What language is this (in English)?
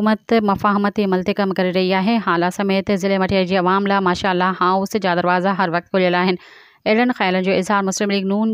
Sindhi